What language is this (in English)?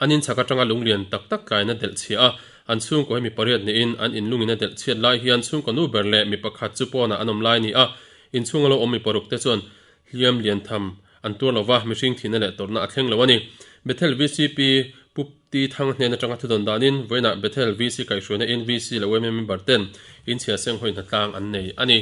Mizo